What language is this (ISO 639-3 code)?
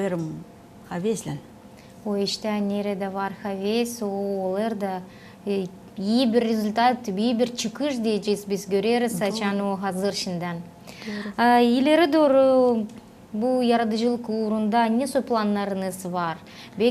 gag